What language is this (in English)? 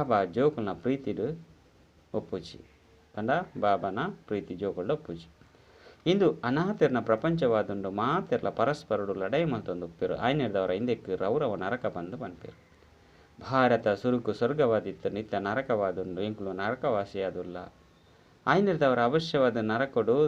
Tulu